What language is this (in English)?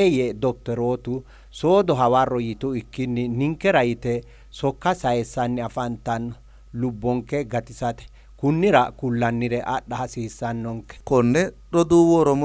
Sidamo